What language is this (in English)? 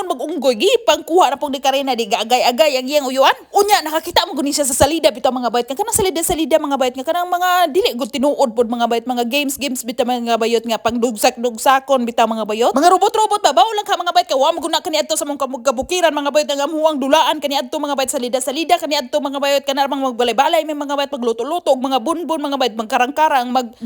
Cebuano